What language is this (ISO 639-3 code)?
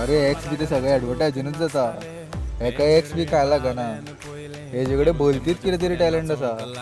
kok